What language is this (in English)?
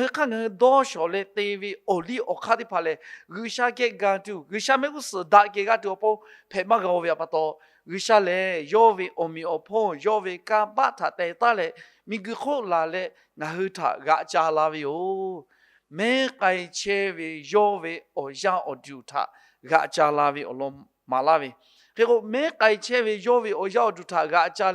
Lahu